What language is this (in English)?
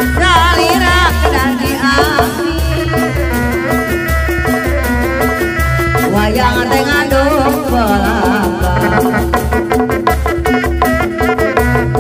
Indonesian